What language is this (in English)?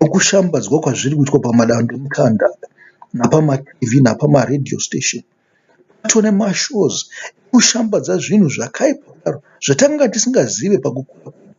Shona